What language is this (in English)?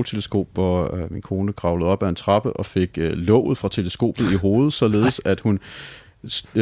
Danish